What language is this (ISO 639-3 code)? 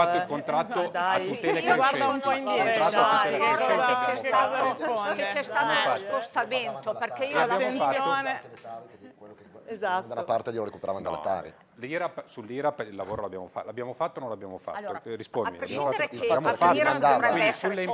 ita